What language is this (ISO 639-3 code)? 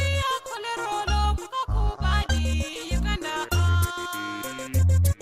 mhi